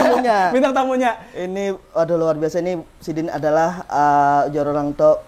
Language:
Banjar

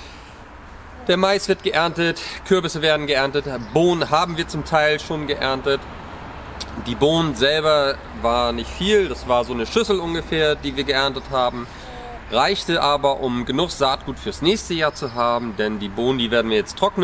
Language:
German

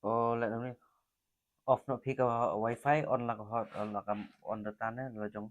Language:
Khasi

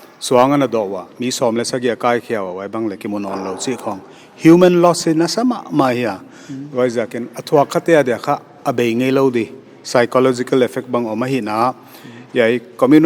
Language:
Paite Chin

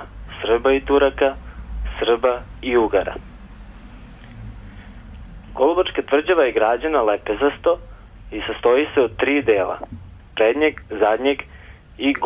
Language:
Serbian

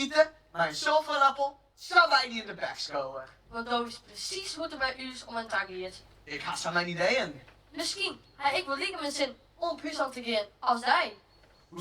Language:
Western Frisian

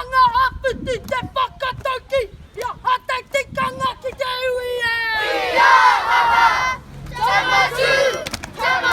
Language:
Māori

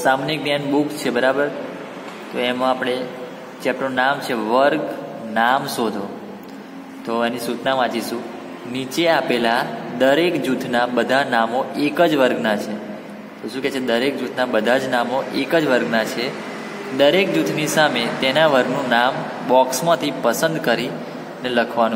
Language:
Gujarati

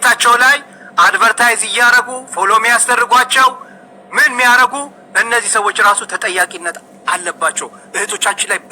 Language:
Amharic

